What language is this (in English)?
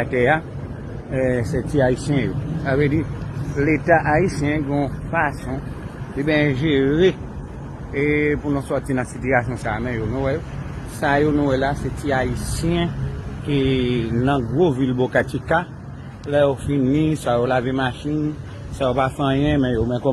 Haitian Creole